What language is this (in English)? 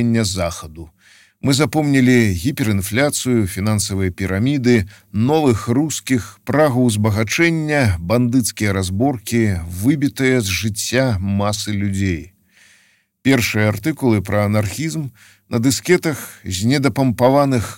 Belarusian